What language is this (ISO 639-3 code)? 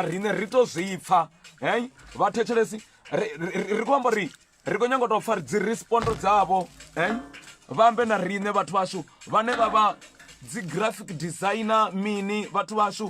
ven